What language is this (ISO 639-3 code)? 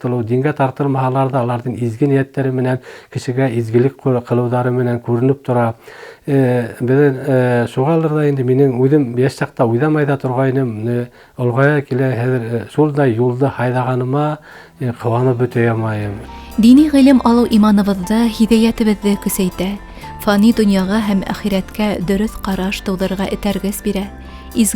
bak